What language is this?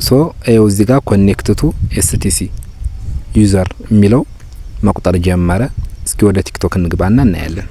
Amharic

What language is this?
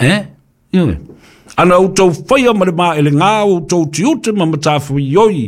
Samoan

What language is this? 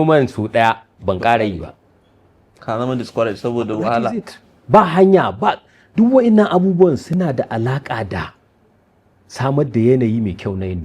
Hausa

